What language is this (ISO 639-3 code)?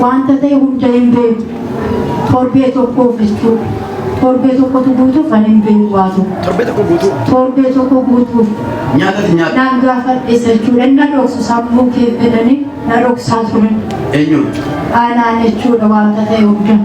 orm